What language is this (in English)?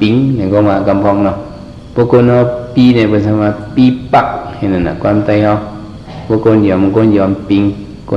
Shan